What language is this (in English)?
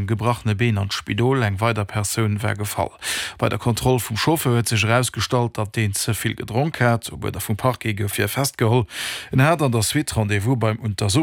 Luxembourgish